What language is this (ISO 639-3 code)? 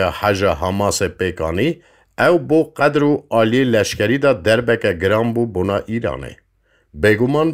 kur